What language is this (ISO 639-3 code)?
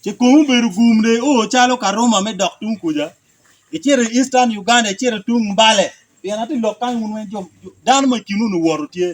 ach